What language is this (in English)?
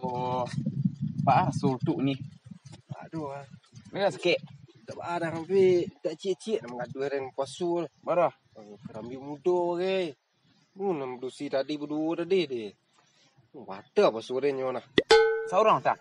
Minangkabau